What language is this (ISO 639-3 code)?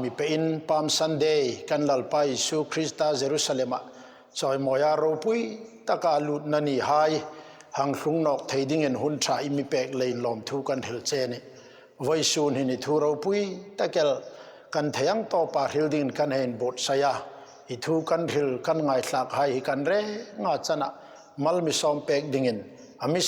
hmr